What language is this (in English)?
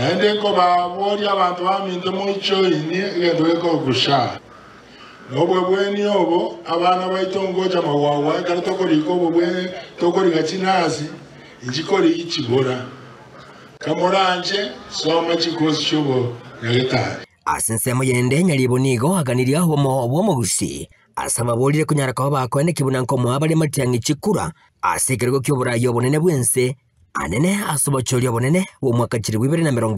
Gusii